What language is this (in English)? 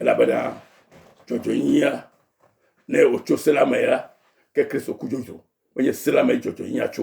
Ewe